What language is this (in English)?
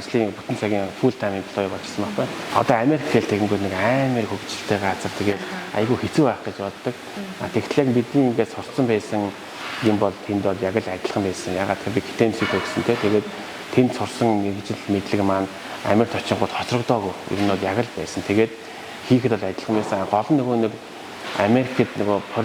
Mongolian